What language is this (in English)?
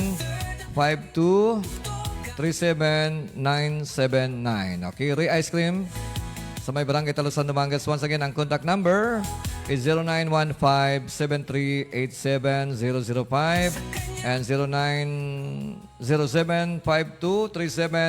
Hiligaynon